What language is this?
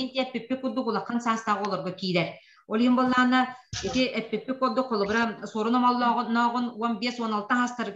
Yakut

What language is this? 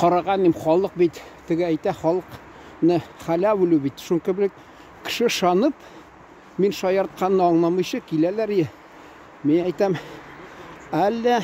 Tatar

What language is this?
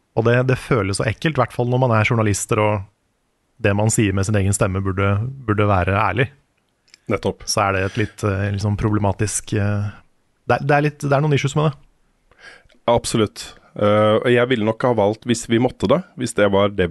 Norwegian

